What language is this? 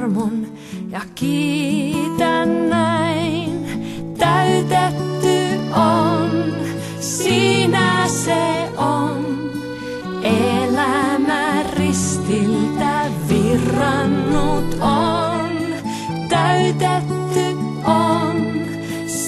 Finnish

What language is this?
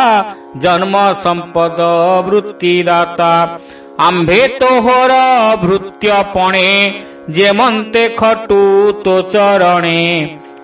Odia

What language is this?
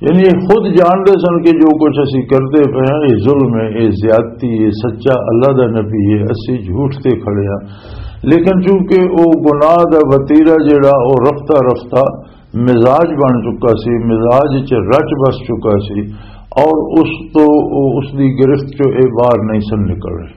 Western Panjabi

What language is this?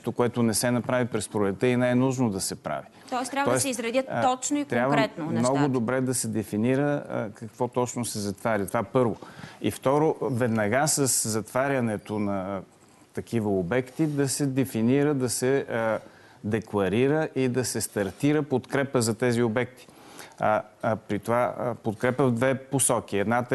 Bulgarian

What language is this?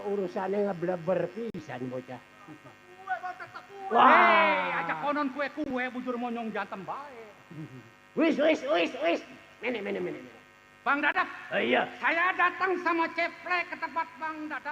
Betawi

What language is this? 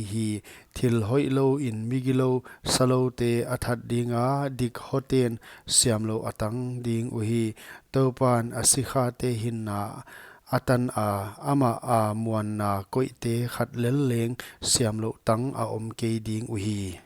Paite Chin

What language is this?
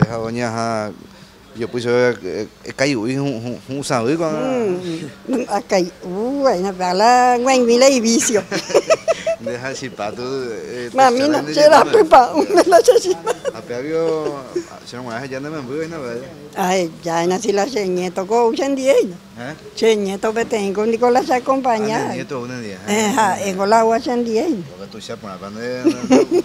Guarani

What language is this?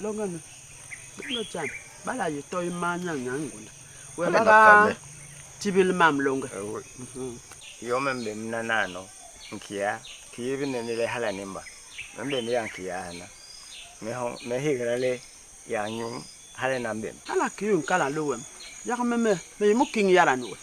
Basaa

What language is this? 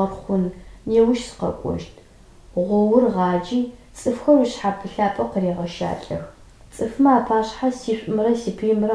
Adyghe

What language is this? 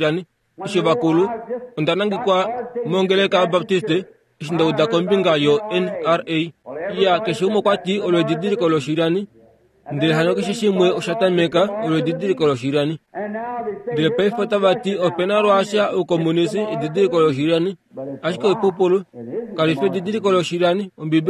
Kuanyama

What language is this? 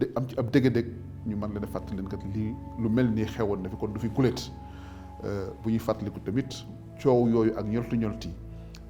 Wolof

